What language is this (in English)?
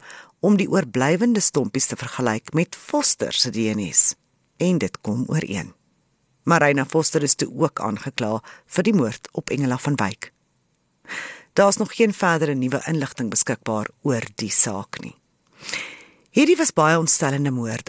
Afrikaans